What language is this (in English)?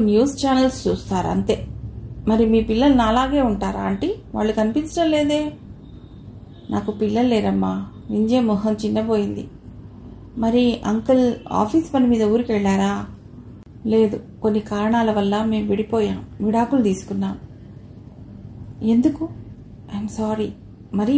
Telugu